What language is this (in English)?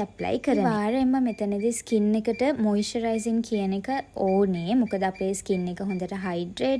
Sinhala